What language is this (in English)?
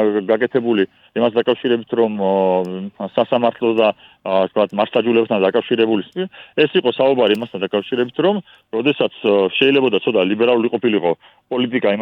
Georgian